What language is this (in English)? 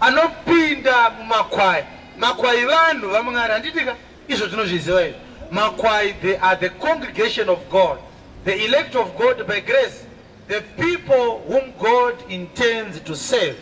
Shona